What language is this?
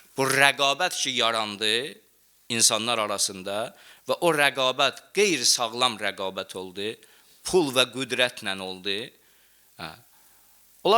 Azerbaijani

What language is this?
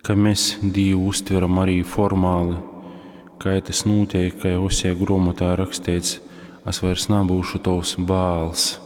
Latgalian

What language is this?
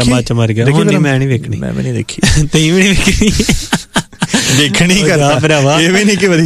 Punjabi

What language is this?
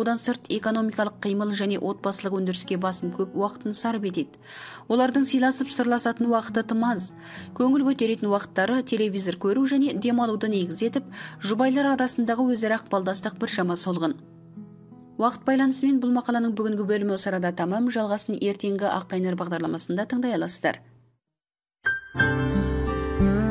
Kazakh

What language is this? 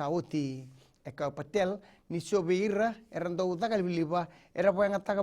Fijian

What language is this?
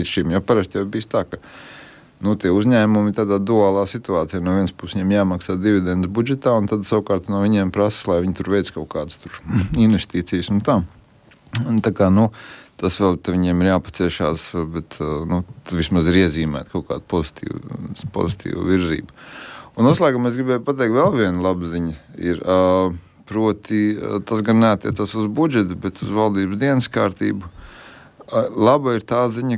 Latvian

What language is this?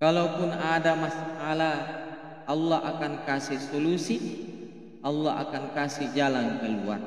Buginese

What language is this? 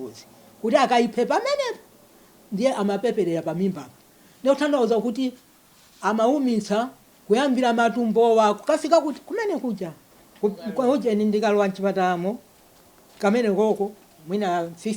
Nyanja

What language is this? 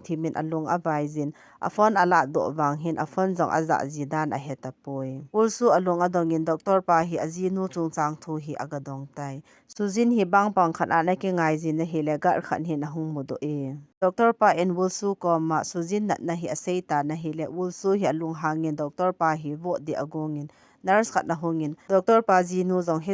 Thado Chin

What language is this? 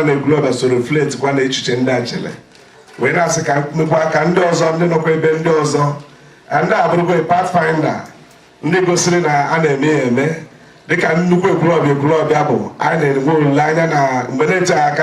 Igbo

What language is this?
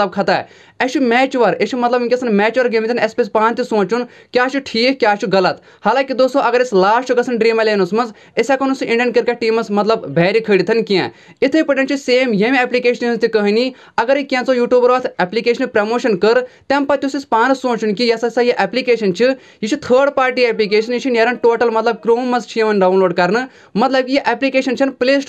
Kashmiri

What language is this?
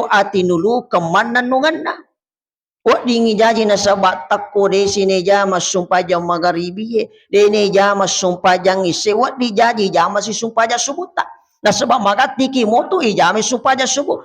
Buginese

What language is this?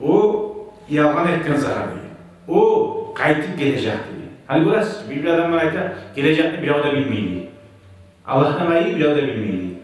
Kumyk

